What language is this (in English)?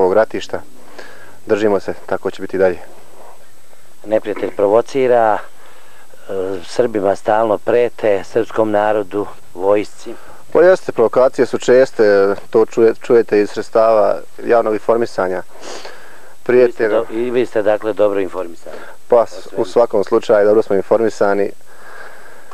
Serbian